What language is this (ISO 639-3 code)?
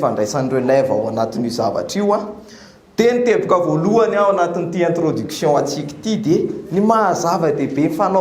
mlg